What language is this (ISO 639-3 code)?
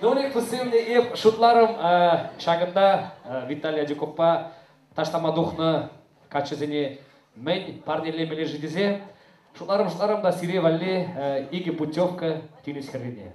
chv